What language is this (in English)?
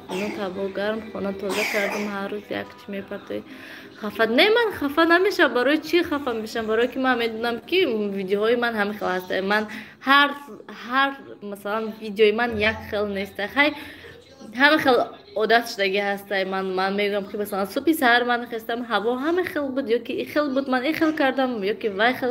Tajik